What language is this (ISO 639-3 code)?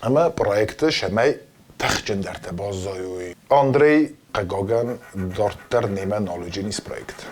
oss